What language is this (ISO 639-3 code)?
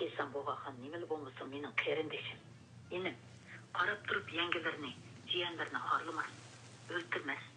uig